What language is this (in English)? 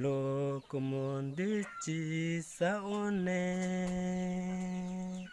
Hmong